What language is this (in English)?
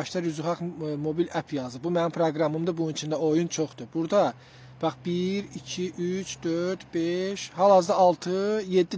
Azerbaijani